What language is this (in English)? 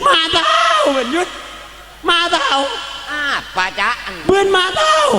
Madurese